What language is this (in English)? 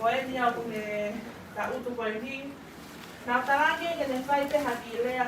Tongan